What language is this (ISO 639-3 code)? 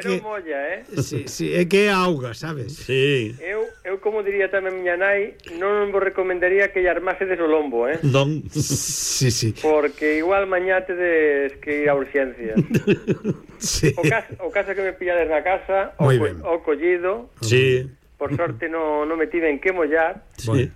glg